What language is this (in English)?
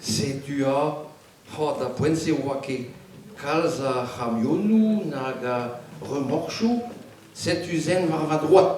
Breton